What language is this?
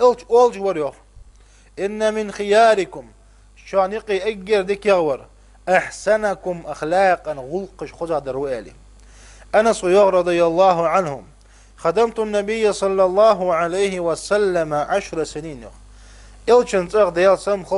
Ingush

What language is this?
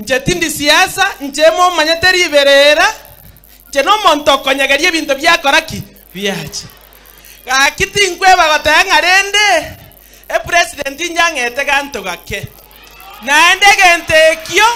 Gusii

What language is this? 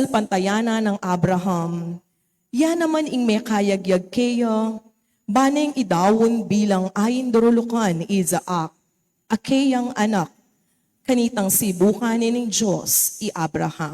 Pampanga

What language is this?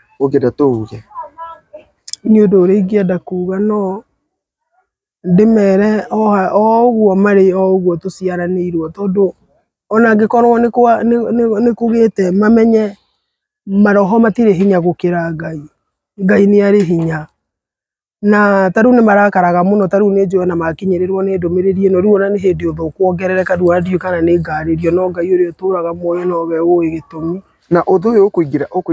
Kikuyu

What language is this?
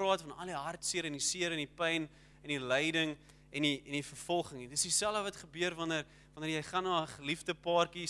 Afrikaans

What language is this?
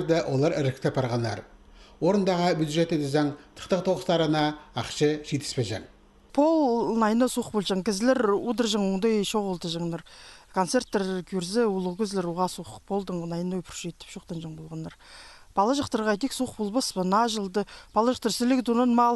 Khakas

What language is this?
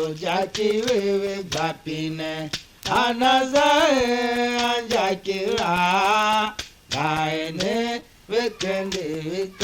Tiv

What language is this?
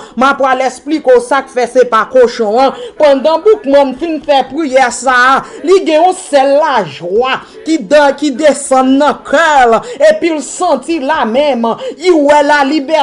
Haitian Creole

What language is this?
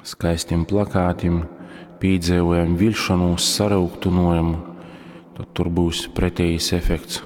Latgalian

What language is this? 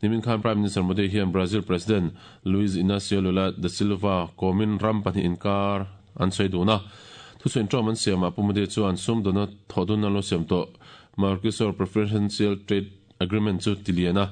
Mizo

